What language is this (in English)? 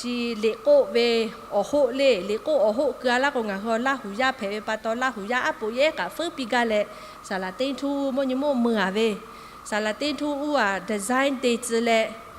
Lahu